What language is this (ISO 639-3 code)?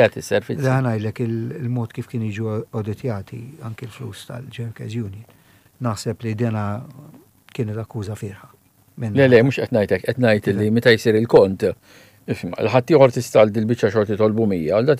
mlt